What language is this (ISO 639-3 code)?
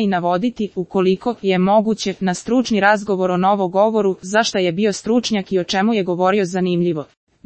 srp